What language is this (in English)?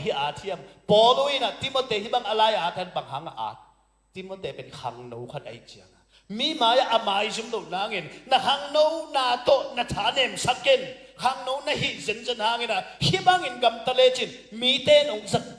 Tedim Chin